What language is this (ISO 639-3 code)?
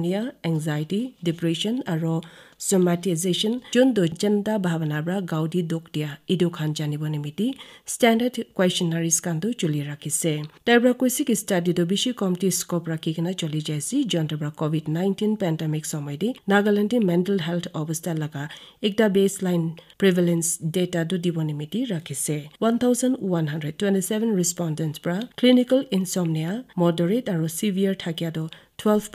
nag